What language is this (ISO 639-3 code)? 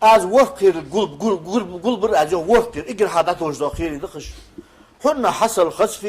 inh